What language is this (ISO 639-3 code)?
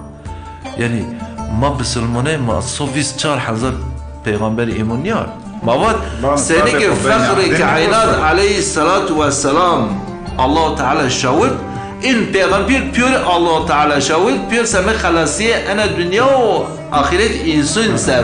zza